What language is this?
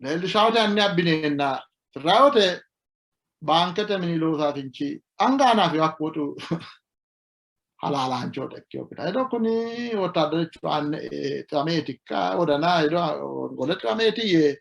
Sidamo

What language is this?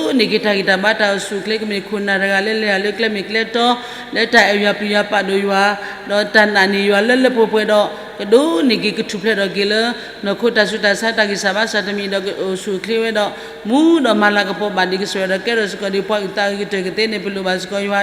S'gaw Karen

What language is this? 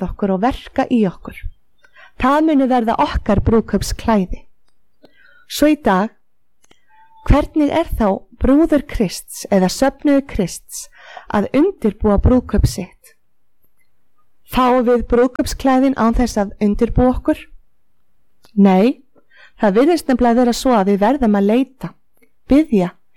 Icelandic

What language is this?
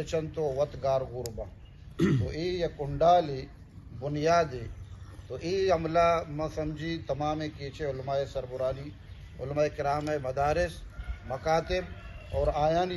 Baluchi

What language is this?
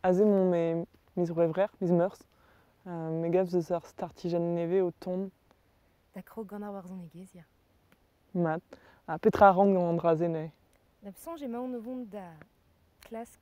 Breton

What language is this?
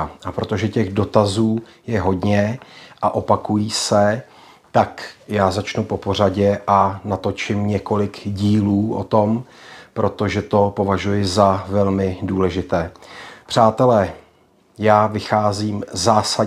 Czech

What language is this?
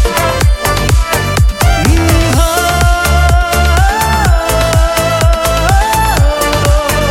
Kazakh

